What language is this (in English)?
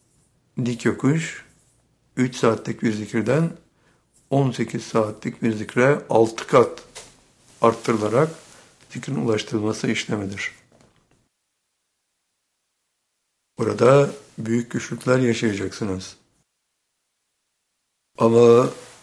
Turkish